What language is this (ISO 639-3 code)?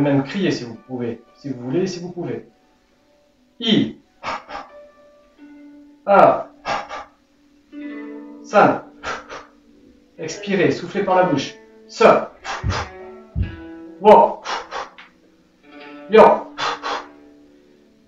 fra